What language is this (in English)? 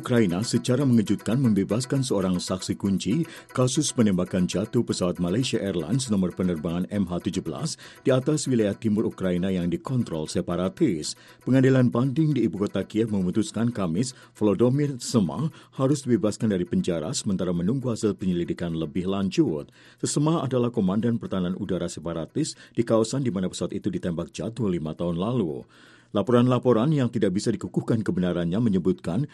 Indonesian